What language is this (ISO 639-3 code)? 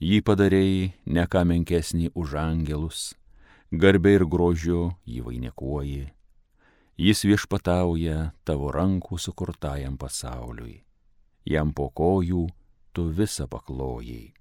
lit